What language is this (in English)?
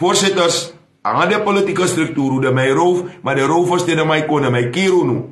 Sranan Tongo